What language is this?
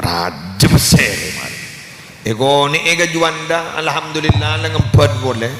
Madurese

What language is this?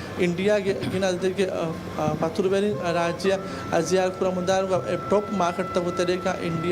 Divehi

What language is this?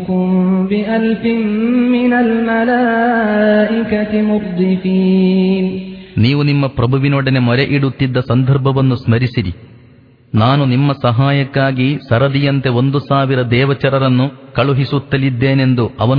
Kannada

